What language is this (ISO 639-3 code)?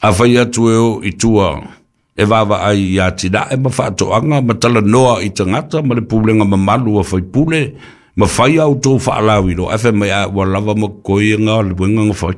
smo